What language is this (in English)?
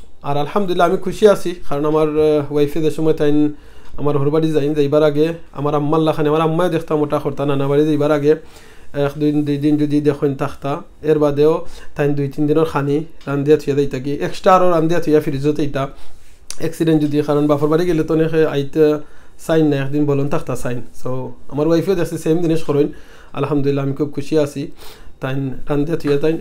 Sylheti